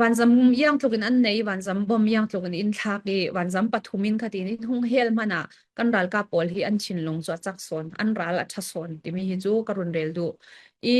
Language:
Falam Chin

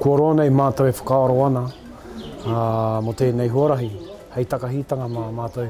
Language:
Māori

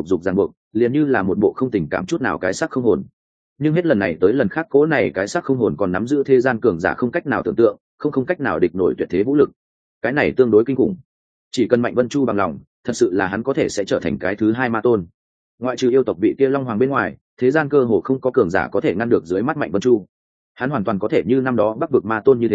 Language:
Vietnamese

